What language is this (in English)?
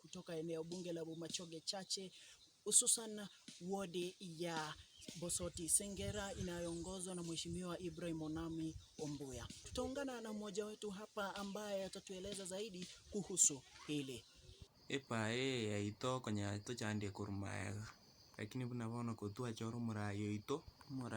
Gusii